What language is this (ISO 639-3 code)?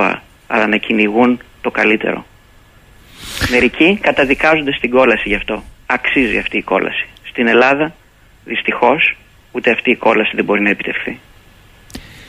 ell